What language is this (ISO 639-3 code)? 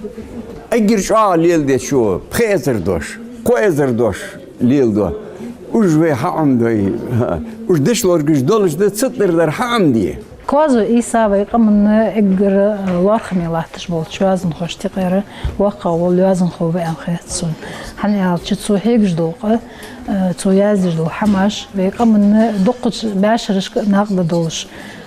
inh